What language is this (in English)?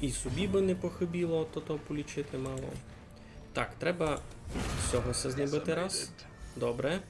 Rusyn